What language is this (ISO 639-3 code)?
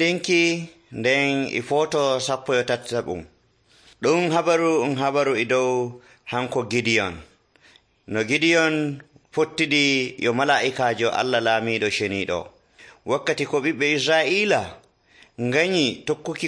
fuv